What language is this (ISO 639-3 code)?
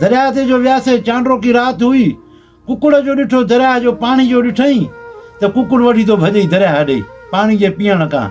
snd